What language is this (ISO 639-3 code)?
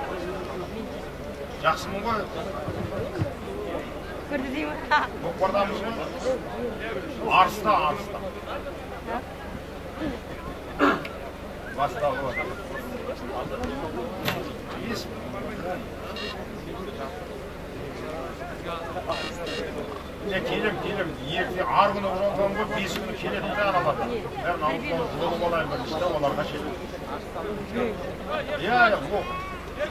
kaz